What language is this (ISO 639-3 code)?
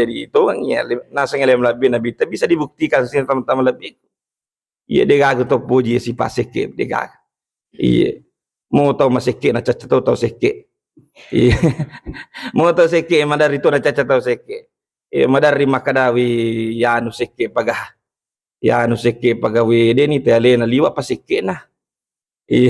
bug